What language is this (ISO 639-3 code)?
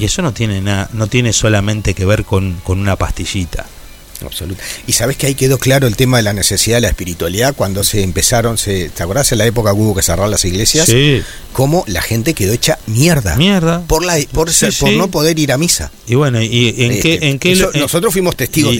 spa